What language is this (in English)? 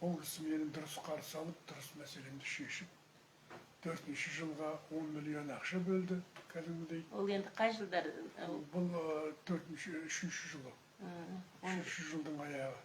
Kazakh